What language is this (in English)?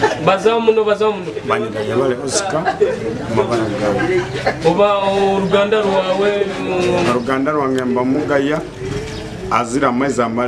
Nyoro